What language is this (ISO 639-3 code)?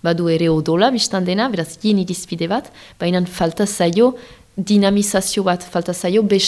eus